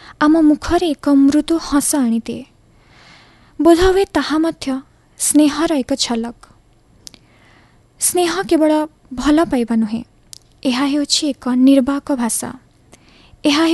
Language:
Odia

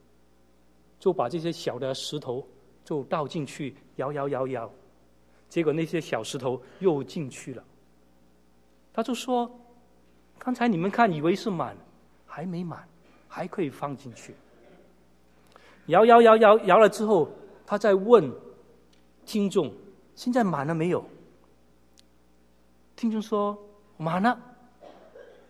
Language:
Chinese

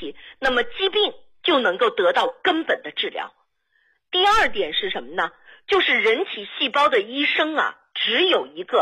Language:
Chinese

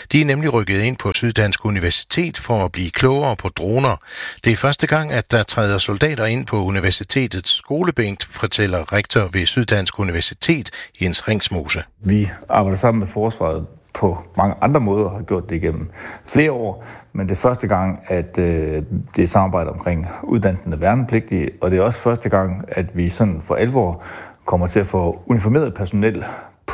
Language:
Danish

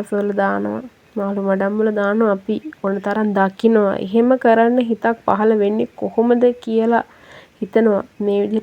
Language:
Sinhala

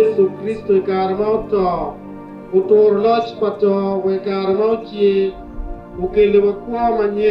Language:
Acoli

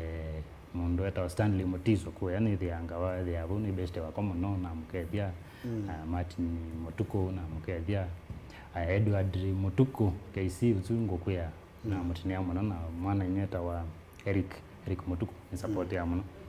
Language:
Kamba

